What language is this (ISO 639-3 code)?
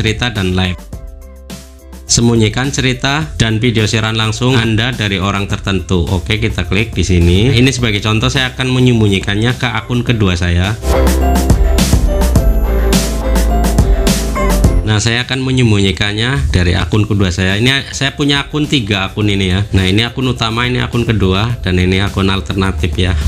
ind